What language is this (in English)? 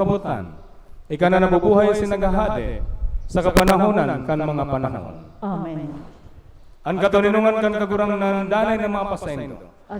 Bikol